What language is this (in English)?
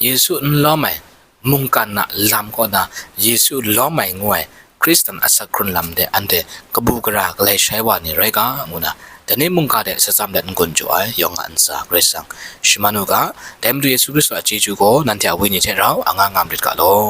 Kachin